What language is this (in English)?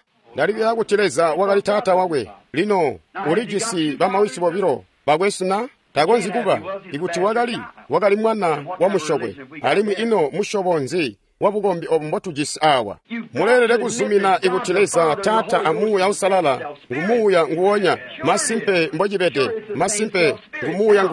Tonga (Zambia)